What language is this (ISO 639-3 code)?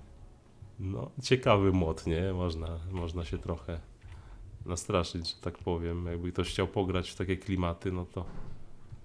pol